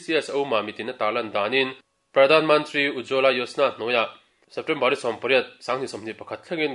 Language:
Mizo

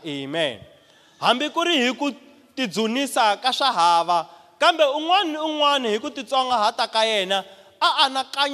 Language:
Tsonga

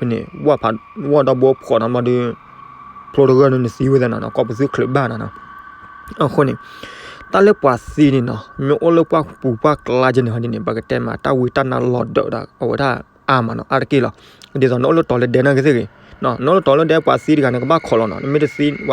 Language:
S'gaw Karen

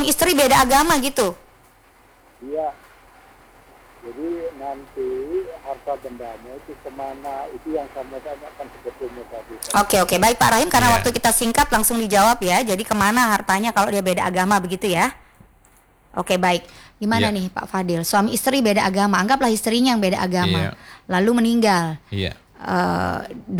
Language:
Indonesian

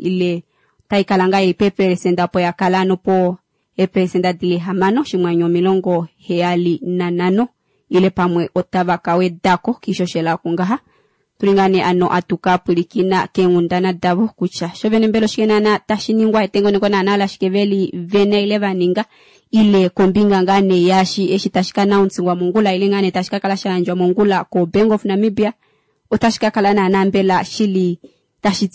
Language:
Kuanyama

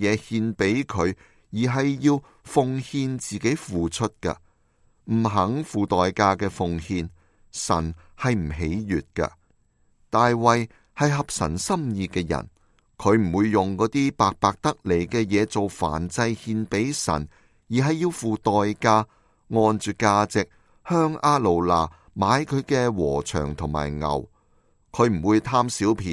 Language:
Cantonese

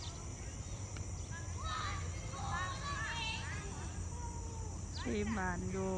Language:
Lao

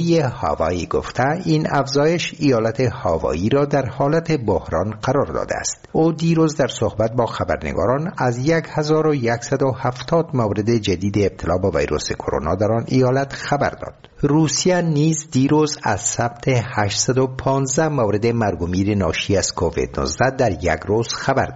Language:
Persian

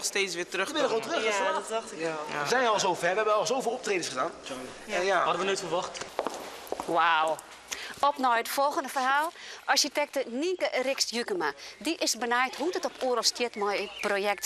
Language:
Western Frisian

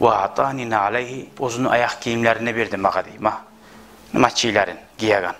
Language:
Kumyk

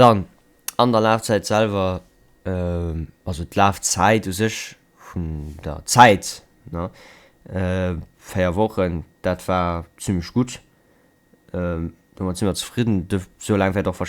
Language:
Luxembourgish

